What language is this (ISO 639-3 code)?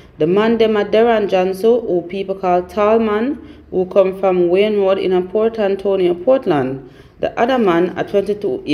jam